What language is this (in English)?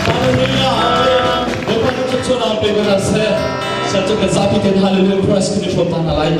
Hakha Chin